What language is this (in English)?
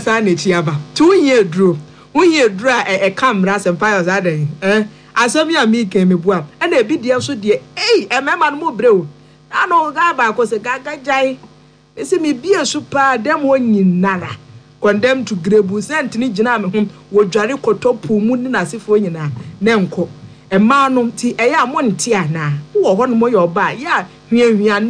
Akan